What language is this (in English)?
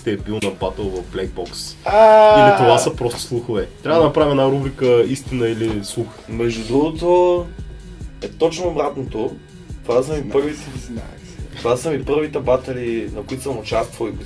Bulgarian